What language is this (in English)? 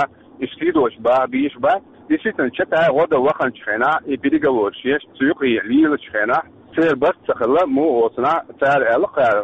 Chechen